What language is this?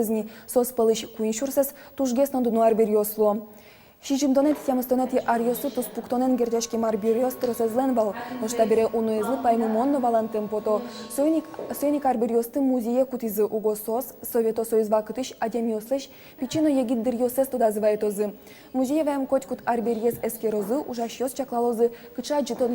Udmurt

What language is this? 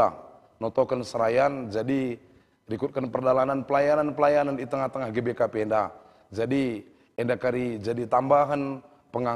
Batak Karo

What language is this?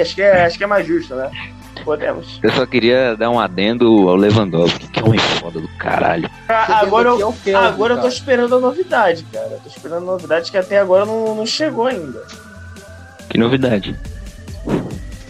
Portuguese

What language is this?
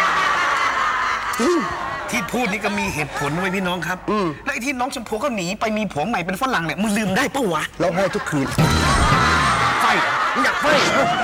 Thai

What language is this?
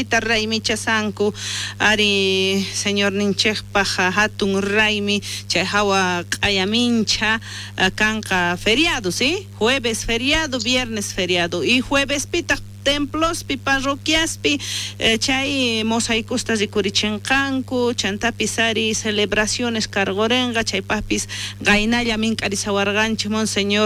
South Bolivian Quechua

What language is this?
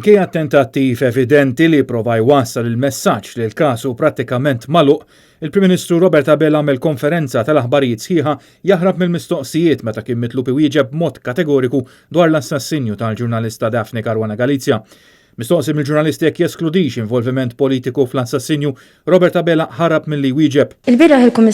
Maltese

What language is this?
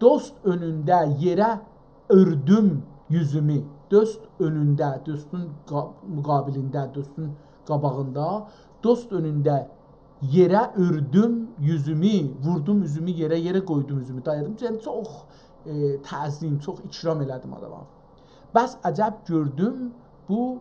South Azerbaijani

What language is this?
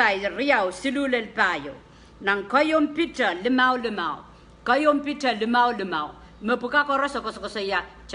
Pohnpeian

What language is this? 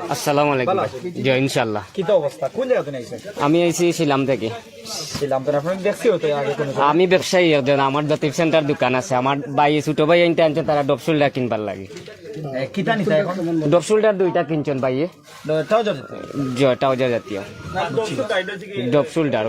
Sylheti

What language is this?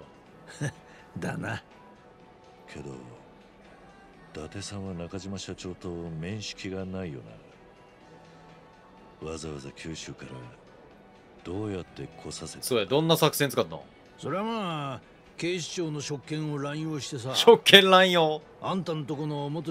Japanese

